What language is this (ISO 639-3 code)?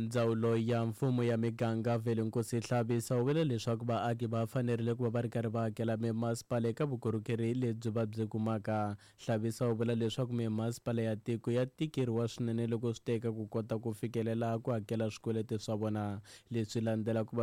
tso